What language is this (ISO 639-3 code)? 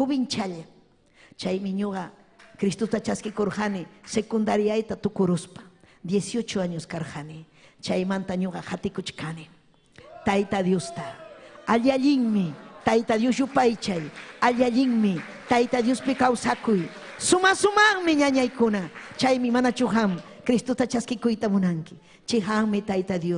quy